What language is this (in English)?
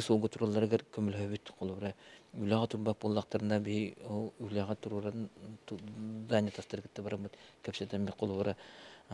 Yakut